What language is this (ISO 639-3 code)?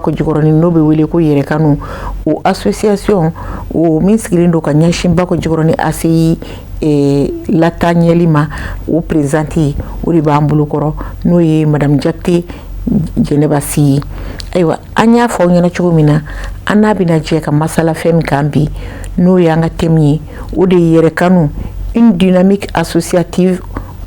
bam